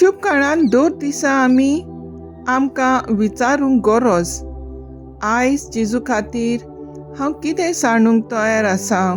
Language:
Konkani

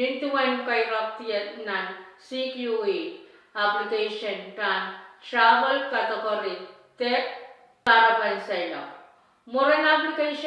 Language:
Pohnpeian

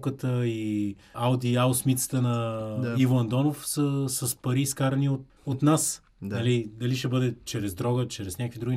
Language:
Bulgarian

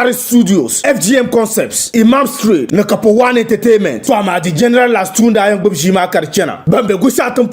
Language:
Dagbani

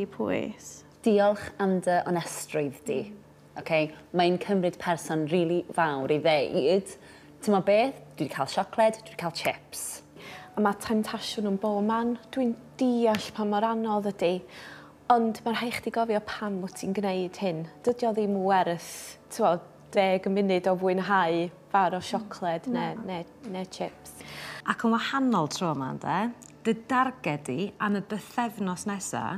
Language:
Welsh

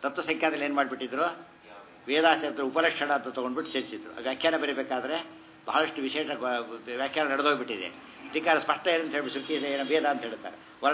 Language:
Kannada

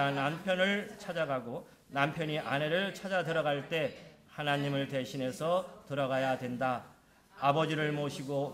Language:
Korean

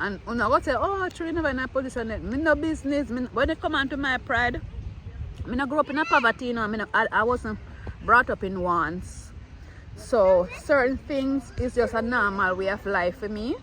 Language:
Jamaican Creole English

